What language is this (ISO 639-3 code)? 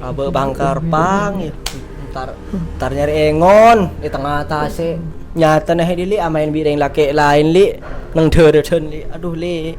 mad